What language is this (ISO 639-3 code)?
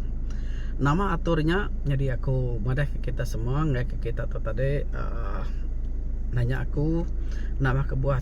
iba